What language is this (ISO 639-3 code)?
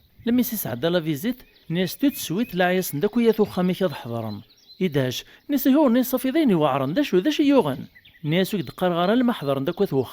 kab